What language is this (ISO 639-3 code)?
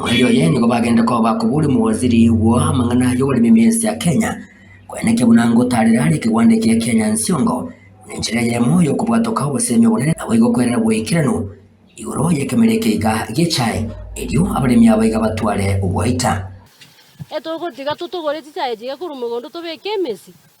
guz